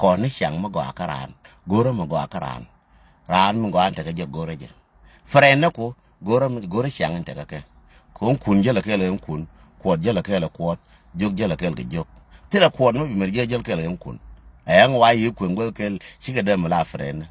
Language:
Nuer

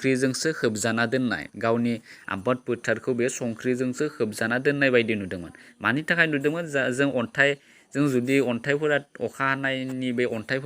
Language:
Bodo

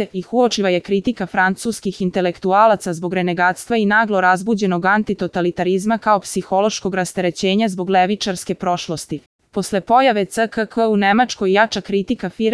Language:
Serbian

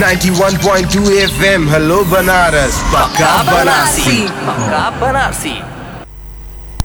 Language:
Hindi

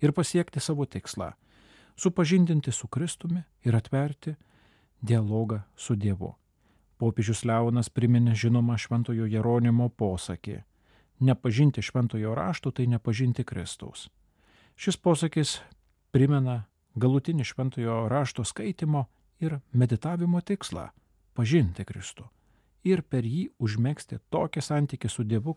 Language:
Lithuanian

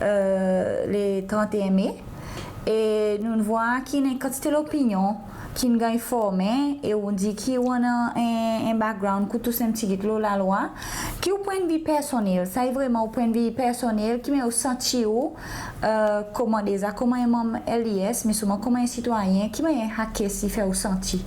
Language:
Seselwa Creole French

